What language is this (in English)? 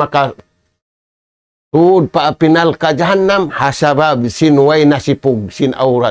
Tausug